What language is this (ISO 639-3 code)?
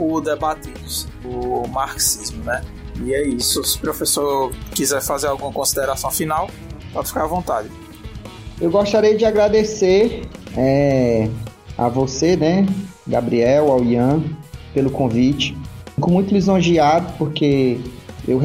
por